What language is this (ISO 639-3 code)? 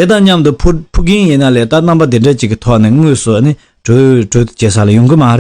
bod